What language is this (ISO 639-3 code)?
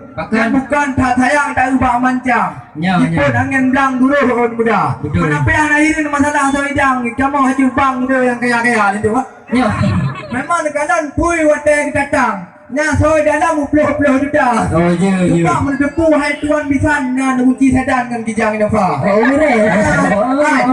ace